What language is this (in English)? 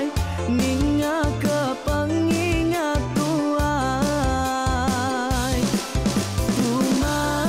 Iban